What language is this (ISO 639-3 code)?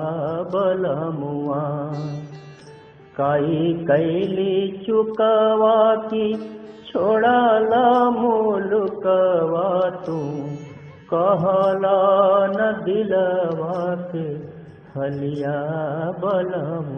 bho